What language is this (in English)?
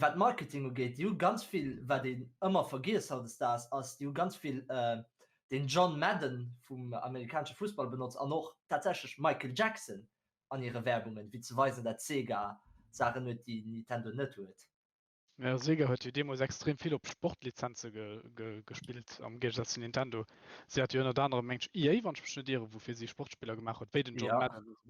Luxembourgish